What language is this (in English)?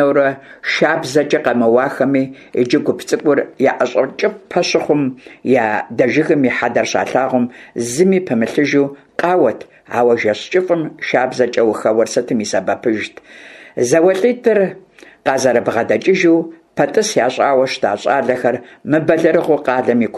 Kabardian